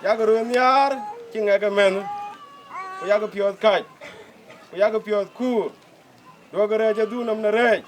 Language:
Dinka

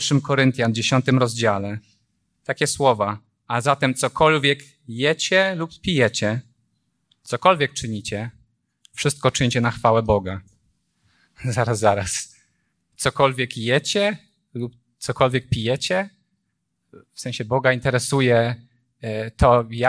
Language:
Polish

